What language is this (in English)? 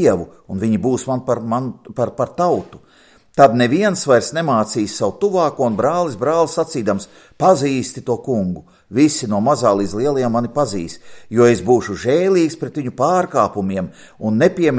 Latvian